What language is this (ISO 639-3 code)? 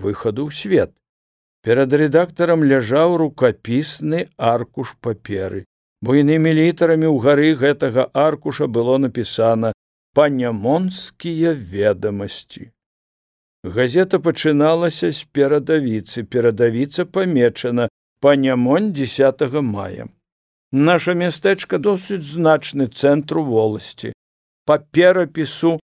bel